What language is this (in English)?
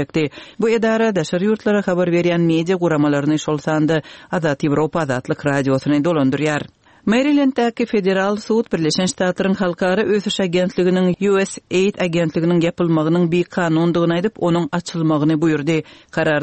Kyrgyz